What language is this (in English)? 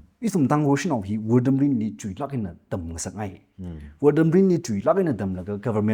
Tangkhul Naga (India)